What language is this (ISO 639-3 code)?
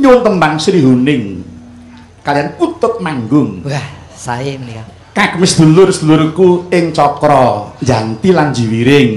jav